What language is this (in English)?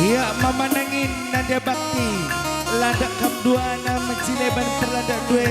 Batak Karo